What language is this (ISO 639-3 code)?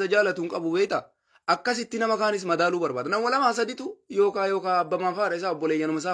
orm